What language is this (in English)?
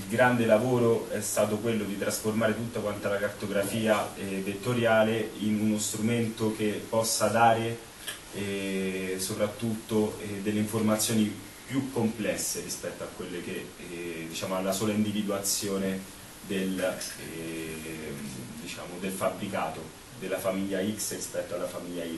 Italian